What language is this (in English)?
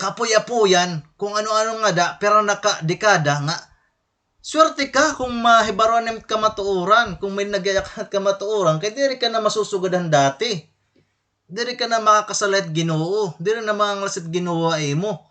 Waray